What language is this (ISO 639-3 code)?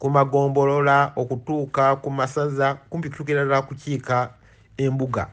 lug